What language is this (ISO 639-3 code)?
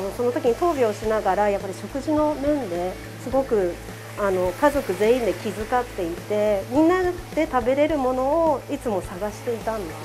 jpn